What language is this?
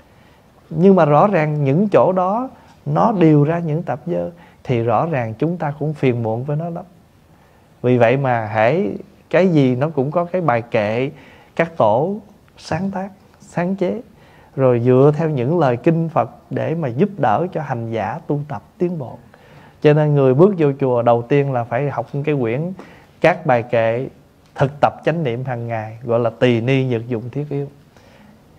Vietnamese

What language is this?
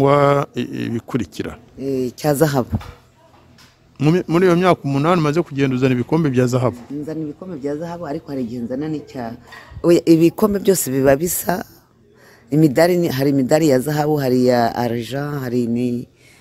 Kinyarwanda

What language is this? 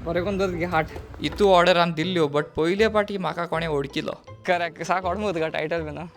Konkani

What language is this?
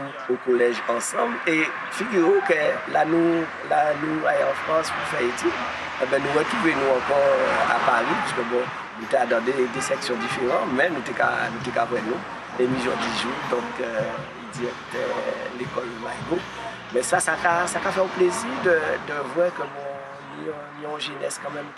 Guadeloupean Creole French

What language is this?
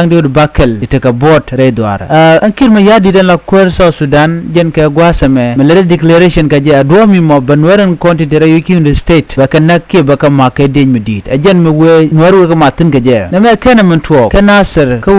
Nuer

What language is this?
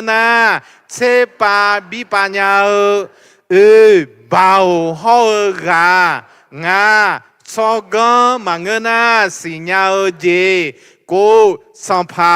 Akha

